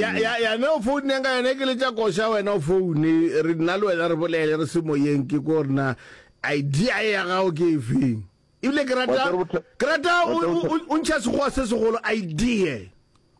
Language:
Northern Sotho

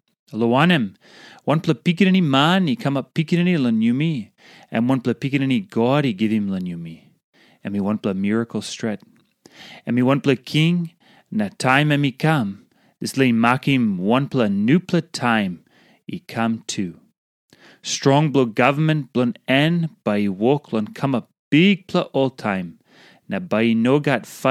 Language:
Tok Pisin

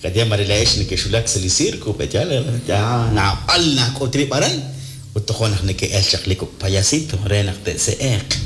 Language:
Kekchí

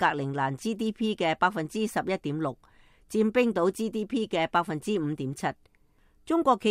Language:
Cantonese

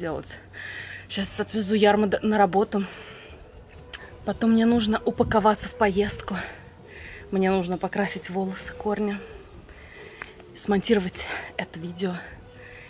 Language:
Russian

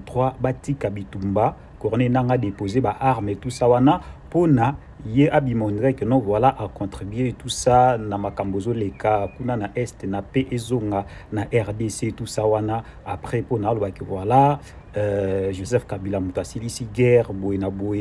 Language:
Lingala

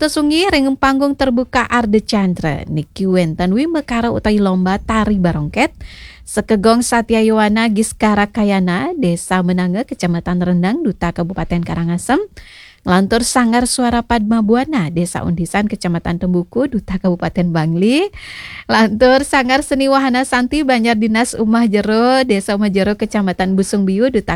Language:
Balinese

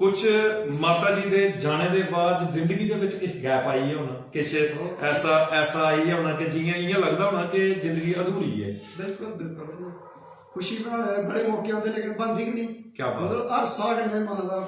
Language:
Dogri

